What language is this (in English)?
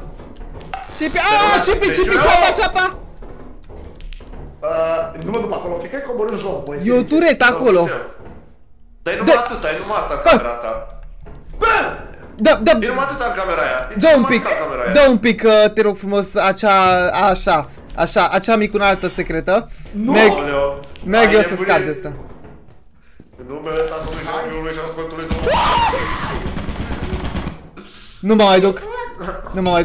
Romanian